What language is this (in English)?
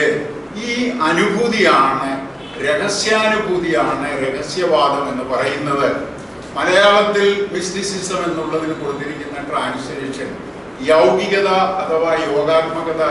Malayalam